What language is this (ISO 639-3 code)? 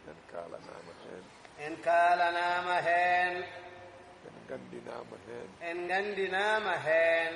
ful